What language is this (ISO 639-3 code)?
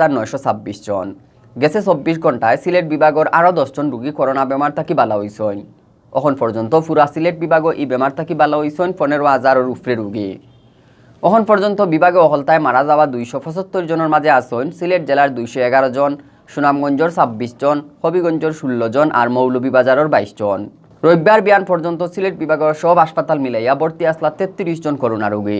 syl